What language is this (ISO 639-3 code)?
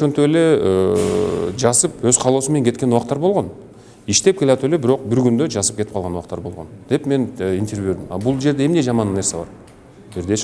kir